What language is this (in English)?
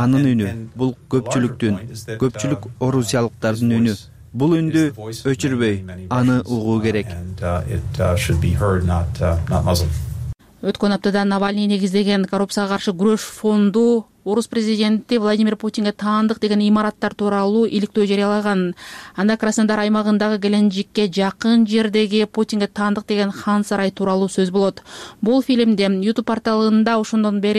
Kyrgyz